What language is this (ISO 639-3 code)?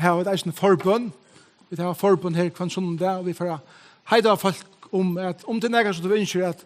fao